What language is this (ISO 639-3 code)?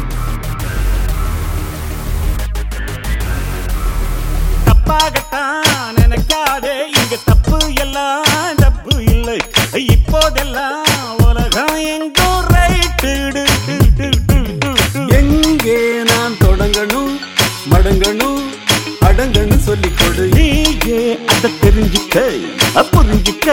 tam